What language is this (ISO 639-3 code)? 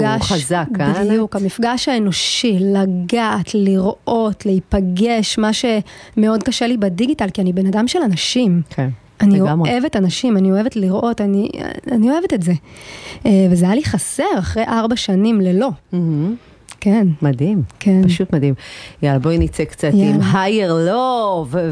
heb